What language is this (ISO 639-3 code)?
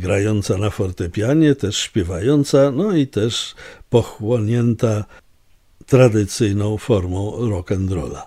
pol